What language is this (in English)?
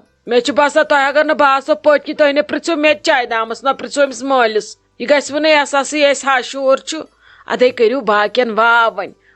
Kashmiri